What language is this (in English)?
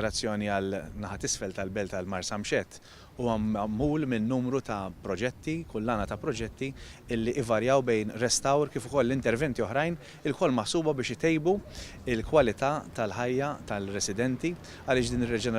Maltese